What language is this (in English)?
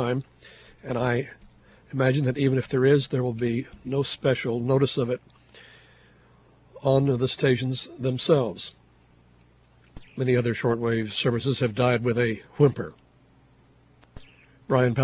English